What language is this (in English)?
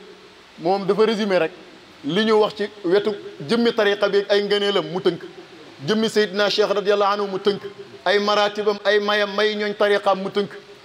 Wolof